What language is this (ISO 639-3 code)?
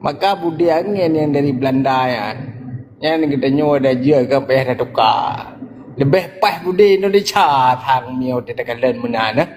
ace